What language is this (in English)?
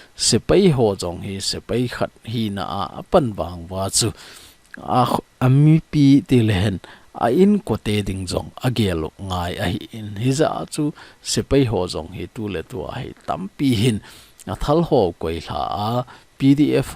Thado Chin